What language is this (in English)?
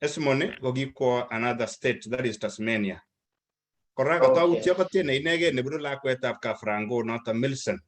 Kalenjin